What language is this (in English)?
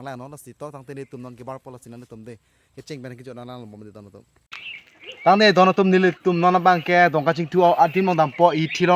Karbi